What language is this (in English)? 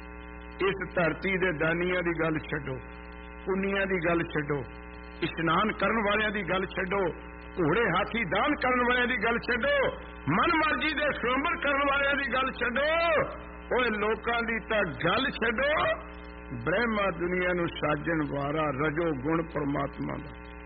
Punjabi